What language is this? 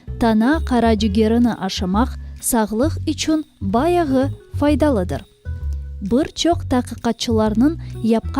Crimean Tatar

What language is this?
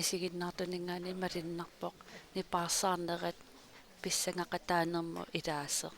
Kalaallisut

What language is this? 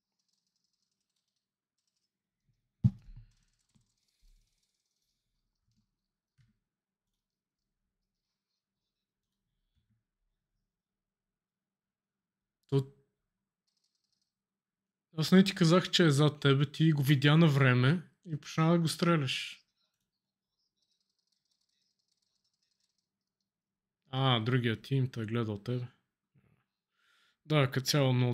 Bulgarian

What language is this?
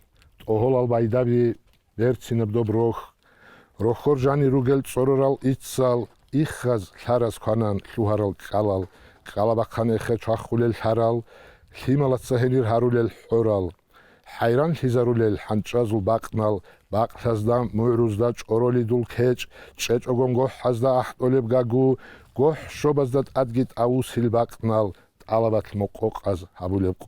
Avaric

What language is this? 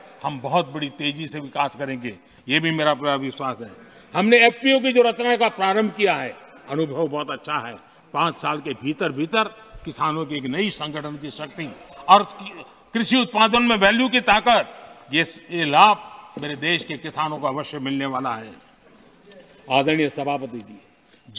Hindi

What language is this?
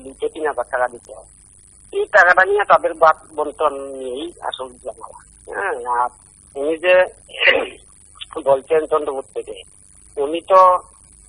Bangla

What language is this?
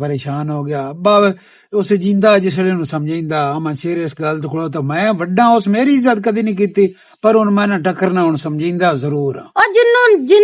Western Panjabi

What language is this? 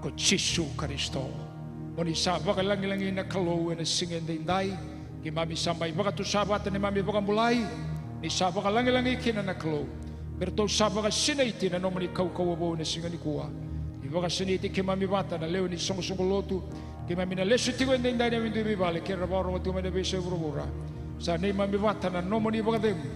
Fijian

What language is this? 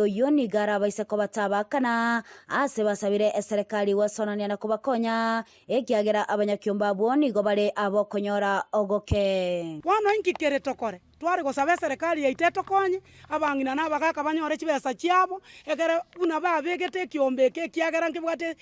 Gusii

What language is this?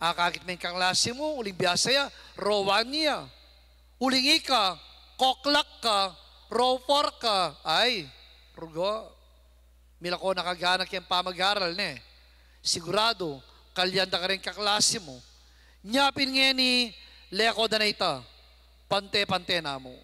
Pampanga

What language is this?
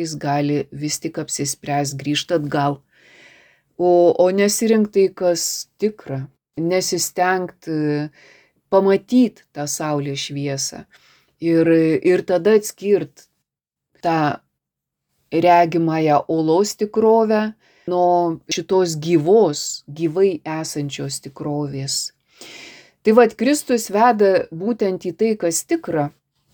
Lithuanian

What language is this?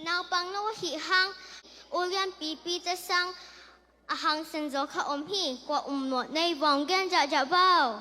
Tedim Chin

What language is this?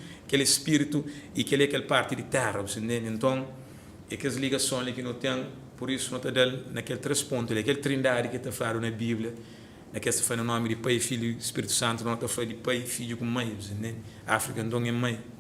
Kabuverdianu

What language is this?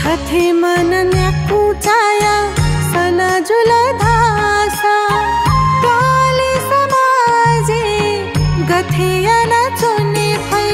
Newari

